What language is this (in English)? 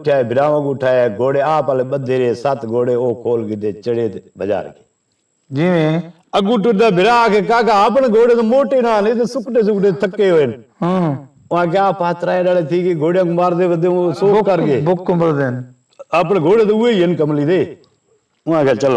Saraiki